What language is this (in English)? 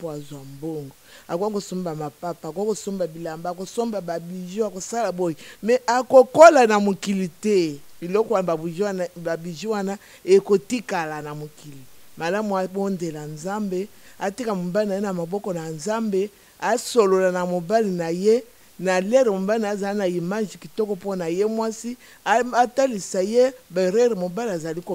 Lingala